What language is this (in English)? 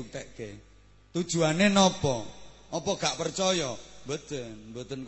Javanese